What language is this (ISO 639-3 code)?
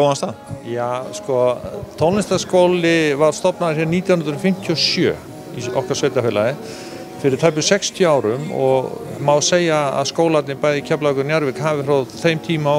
isl